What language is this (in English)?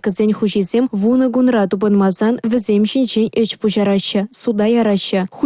Chuvash